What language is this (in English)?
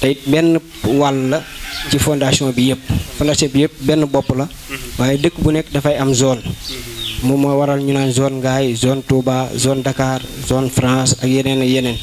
Wolof